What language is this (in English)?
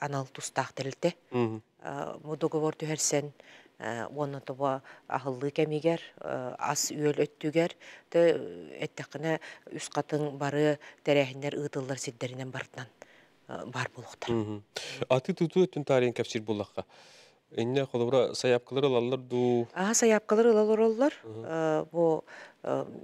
Yakut